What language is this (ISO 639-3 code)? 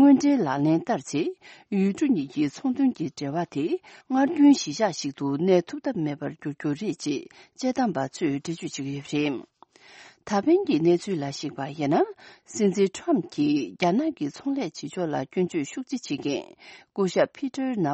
bod